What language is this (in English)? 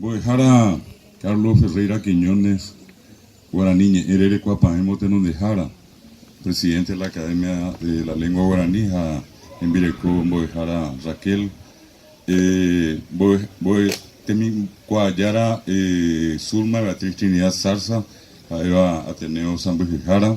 Guarani